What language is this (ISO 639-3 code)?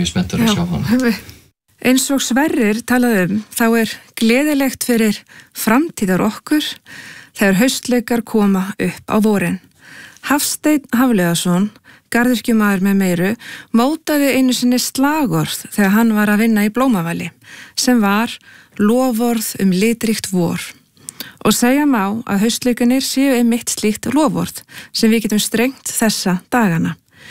isl